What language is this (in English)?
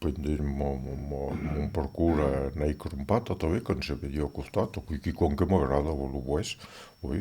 Occitan